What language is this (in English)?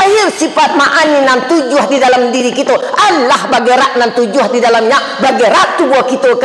Minangkabau